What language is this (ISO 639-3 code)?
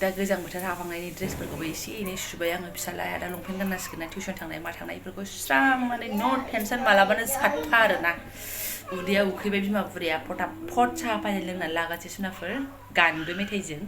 brx